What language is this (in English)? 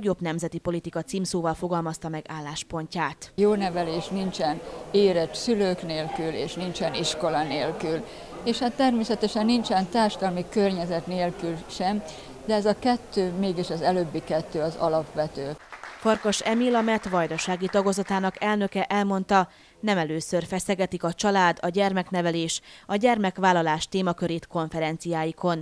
Hungarian